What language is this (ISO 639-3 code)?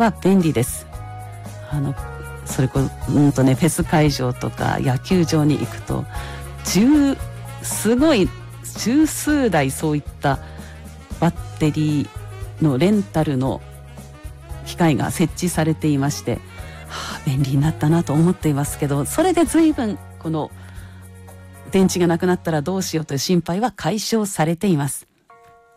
jpn